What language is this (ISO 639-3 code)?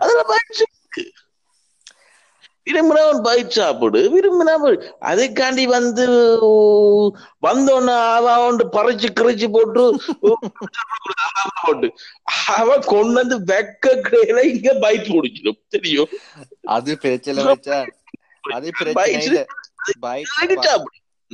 tam